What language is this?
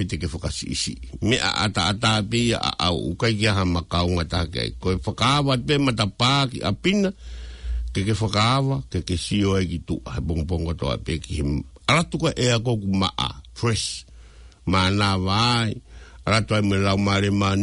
Tongan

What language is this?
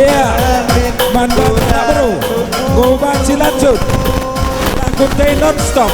Batak Karo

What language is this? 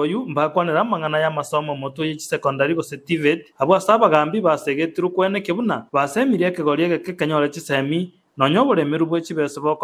Gusii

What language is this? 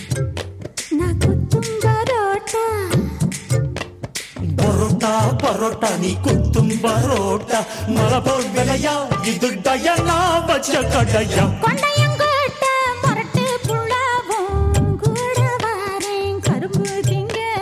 Tamil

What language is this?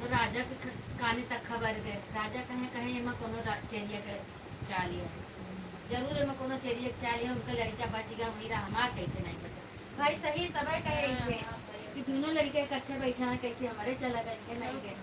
Awadhi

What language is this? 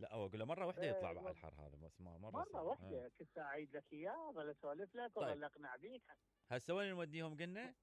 Mesopotamian Arabic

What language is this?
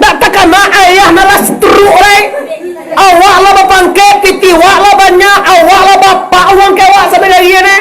Minangkabau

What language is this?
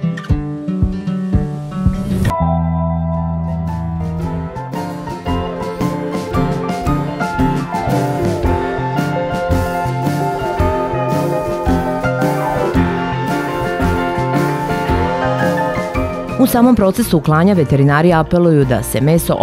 Serbian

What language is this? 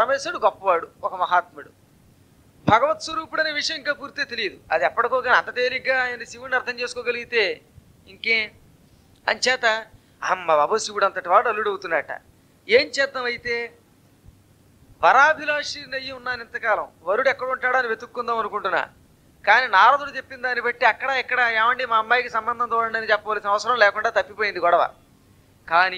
Telugu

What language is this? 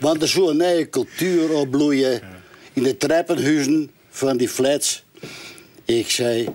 Western Frisian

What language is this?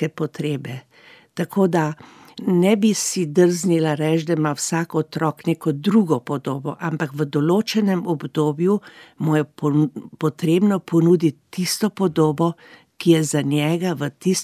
Slovenian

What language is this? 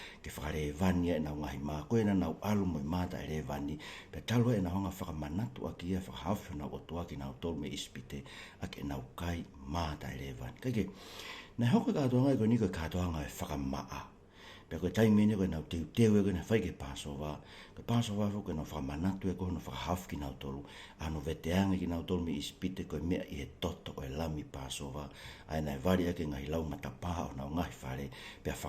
Tongan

